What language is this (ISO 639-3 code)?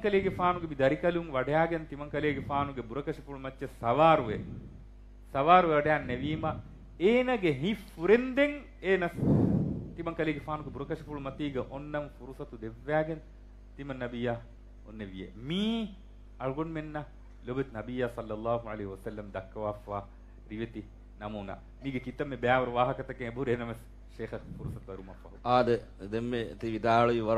div